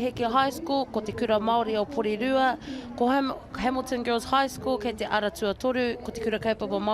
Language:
Māori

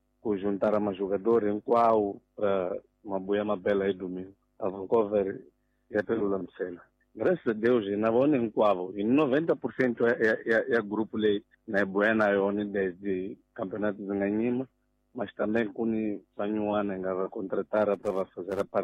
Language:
Tsonga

